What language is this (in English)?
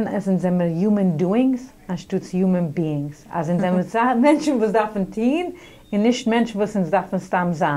Yiddish